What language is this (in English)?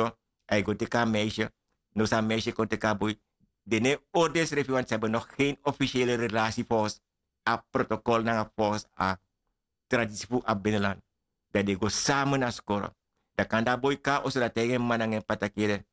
Sranan Tongo